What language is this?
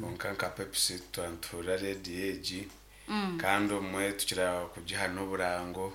Nyankole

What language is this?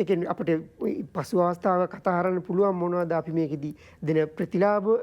Sinhala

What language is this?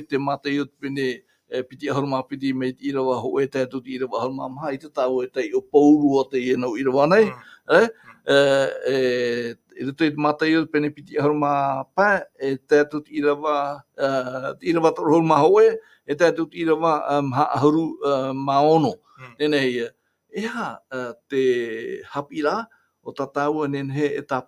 Tahitian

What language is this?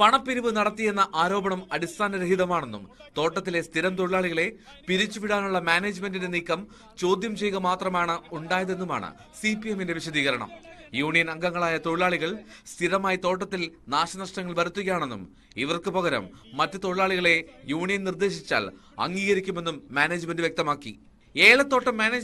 Malayalam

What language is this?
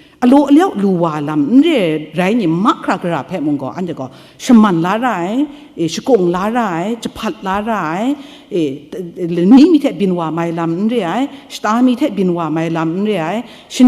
Kachin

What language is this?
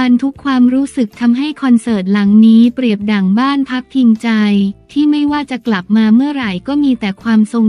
Thai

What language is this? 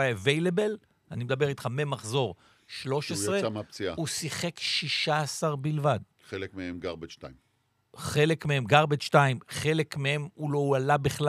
Hebrew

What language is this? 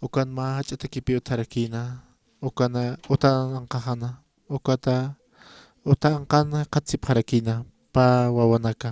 Aymara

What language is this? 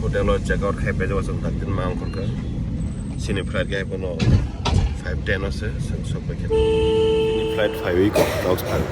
Kok Borok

